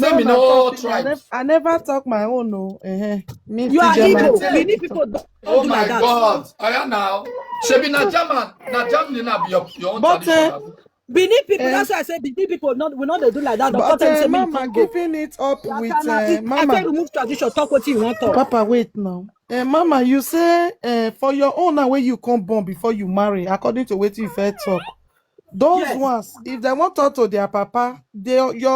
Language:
Nigerian Pidgin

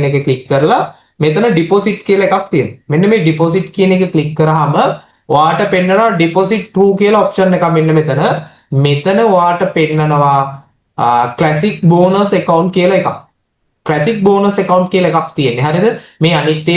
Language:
Sinhala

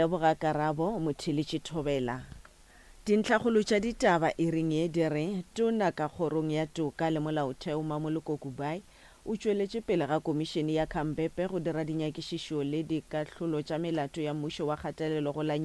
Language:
Northern Sotho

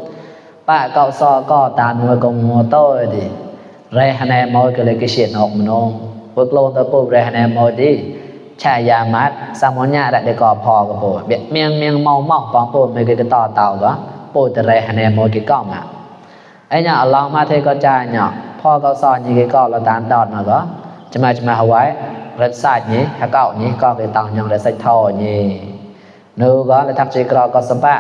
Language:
Mon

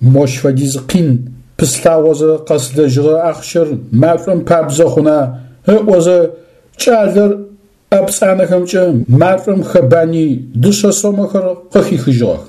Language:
Adyghe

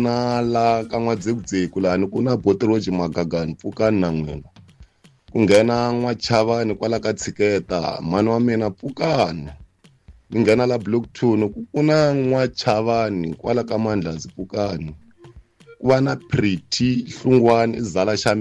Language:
Tsonga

